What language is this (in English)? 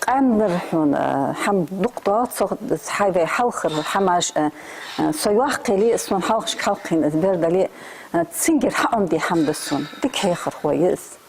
Ingush